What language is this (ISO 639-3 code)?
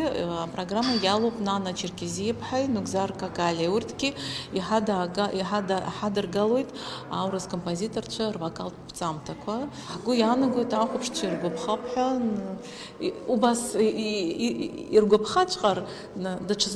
abk